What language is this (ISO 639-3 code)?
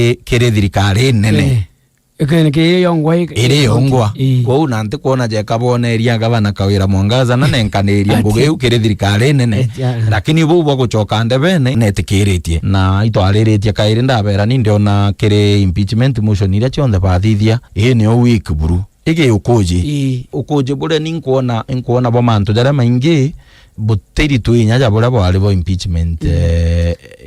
mer